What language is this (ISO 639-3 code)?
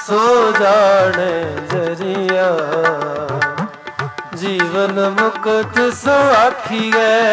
pan